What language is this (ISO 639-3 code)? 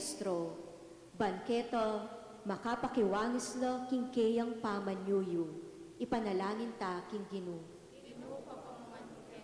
pam